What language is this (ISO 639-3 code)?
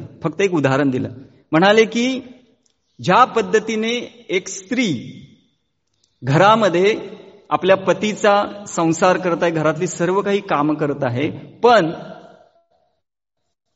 mar